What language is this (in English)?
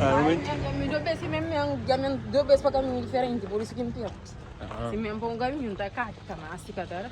Kabuverdianu